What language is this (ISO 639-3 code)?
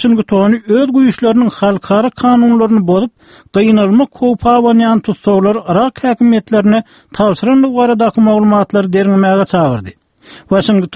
tuk